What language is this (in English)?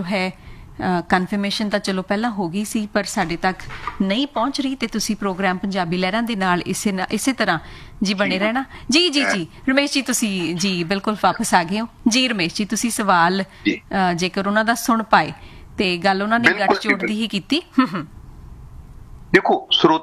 Punjabi